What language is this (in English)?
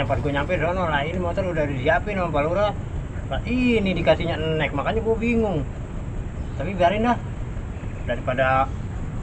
Betawi